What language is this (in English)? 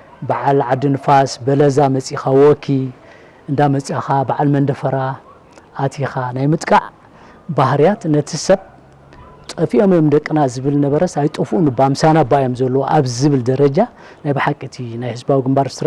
Tigrinya